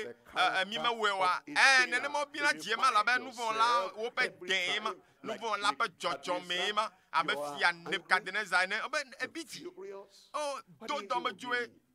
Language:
Ewe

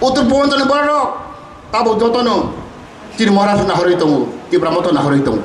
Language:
Kok Borok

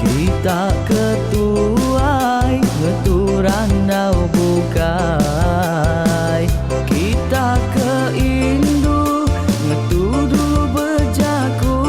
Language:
Iban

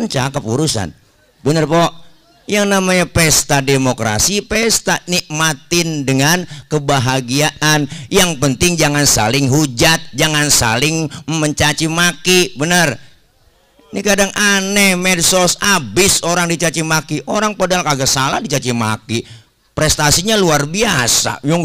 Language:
Betawi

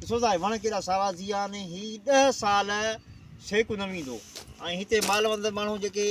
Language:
Sindhi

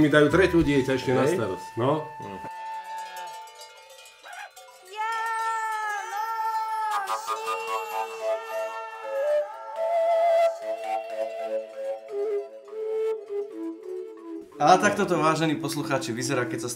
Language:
Slovak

